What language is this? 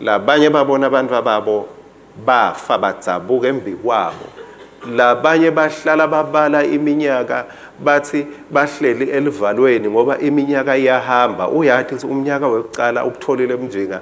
Swati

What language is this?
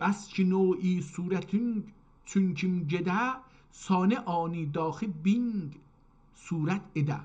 South Azerbaijani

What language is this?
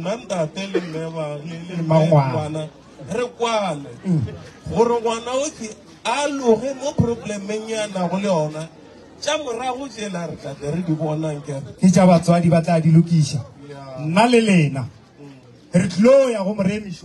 Northern Sotho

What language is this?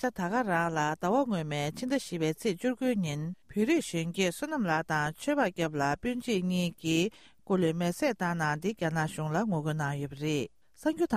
Tibetan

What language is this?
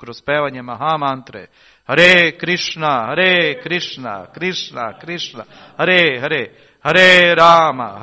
Serbian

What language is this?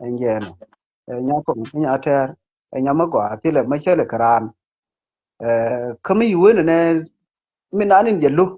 Nuer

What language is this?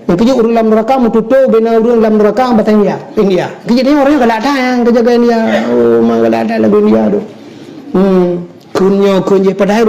Achinese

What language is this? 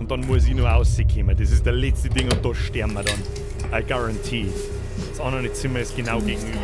Bavarian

